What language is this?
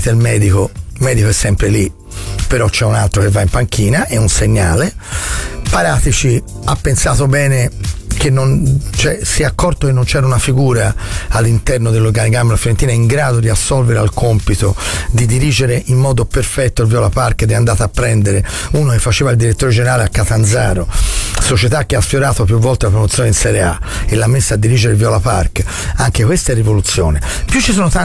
Italian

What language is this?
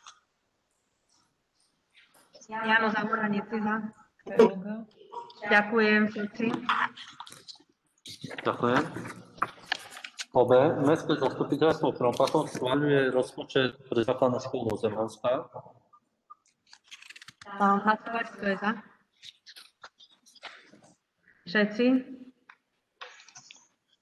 Slovak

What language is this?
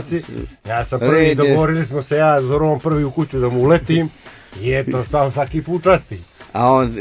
Croatian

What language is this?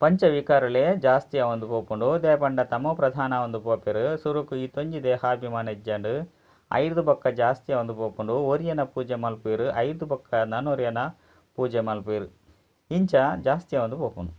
Tulu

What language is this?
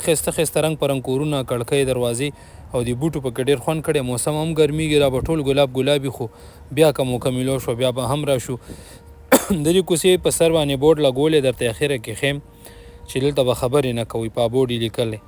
Pashto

